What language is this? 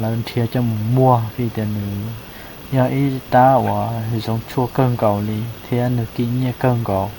Hmong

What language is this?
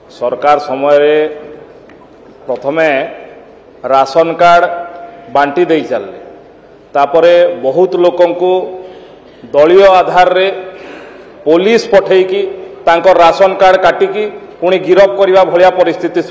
Odia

